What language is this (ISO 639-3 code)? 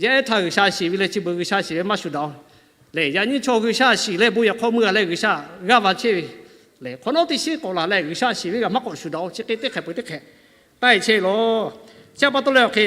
lhu